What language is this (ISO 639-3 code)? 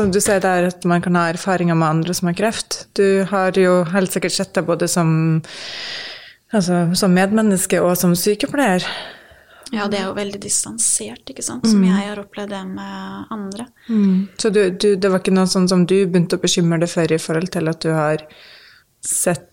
nor